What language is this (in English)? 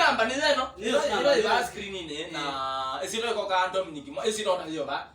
Kamba